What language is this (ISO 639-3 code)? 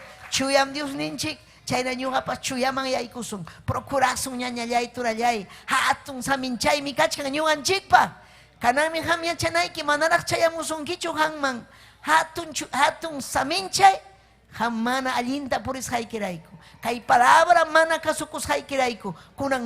quy